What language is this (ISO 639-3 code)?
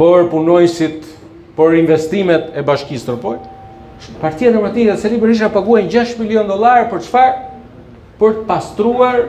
sqi